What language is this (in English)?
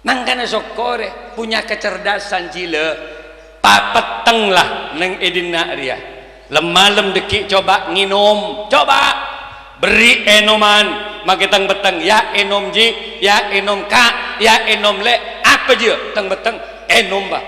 Madurese